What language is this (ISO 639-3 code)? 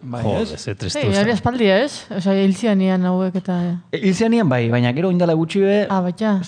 eus